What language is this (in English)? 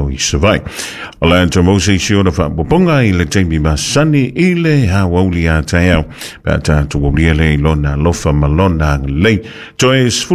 Samoan